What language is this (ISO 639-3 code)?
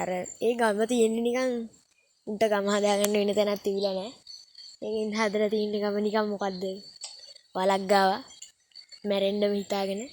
sin